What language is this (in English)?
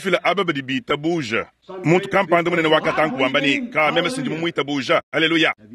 Luba-Lulua